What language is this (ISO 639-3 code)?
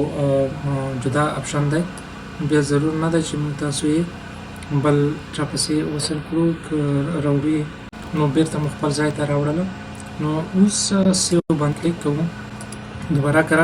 pus